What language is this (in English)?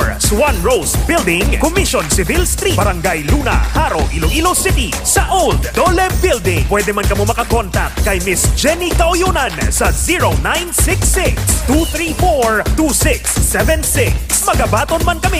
Hiligaynon